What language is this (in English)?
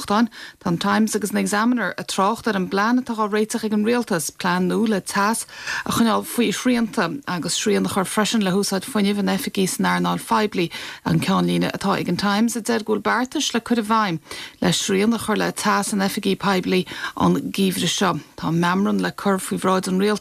Irish